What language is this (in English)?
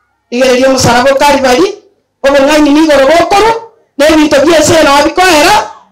Gusii